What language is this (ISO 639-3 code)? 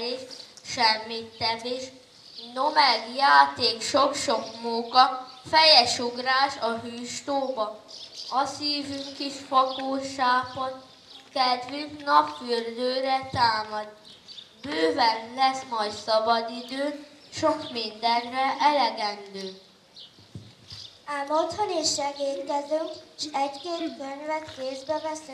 hun